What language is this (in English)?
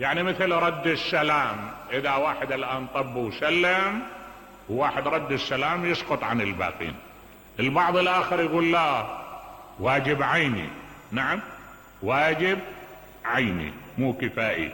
Mesopotamian Arabic